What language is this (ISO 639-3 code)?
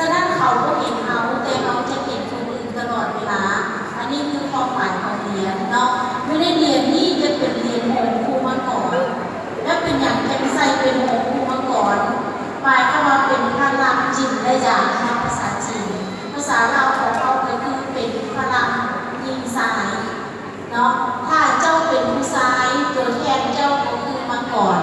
lao